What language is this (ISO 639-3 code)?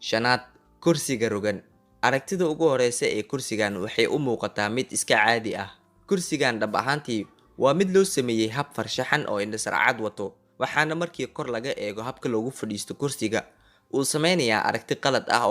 som